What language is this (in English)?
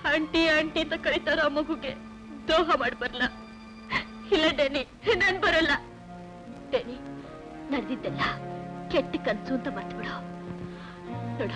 Kannada